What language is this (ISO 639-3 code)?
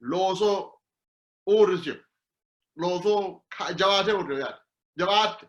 sid